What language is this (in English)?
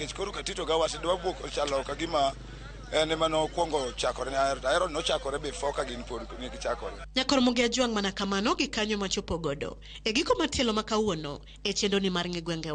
Luo (Kenya and Tanzania)